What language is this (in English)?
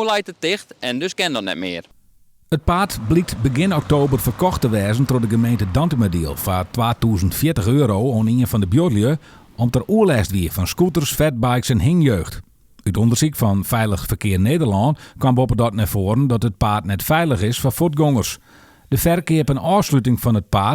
Western Frisian